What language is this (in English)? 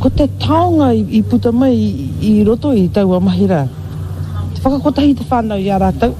Māori